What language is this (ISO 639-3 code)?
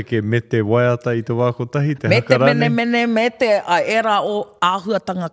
mri